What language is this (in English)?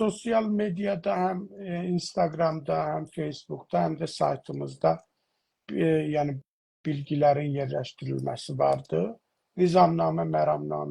South Azerbaijani